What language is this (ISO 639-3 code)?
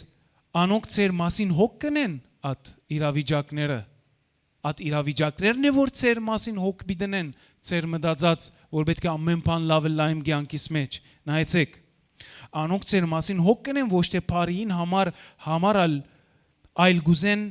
hyw